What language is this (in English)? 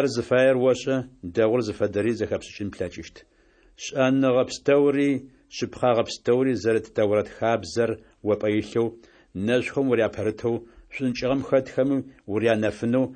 Adyghe